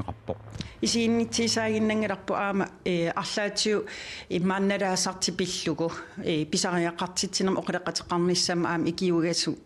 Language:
Kalaallisut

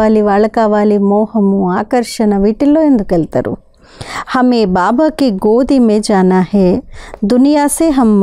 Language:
Telugu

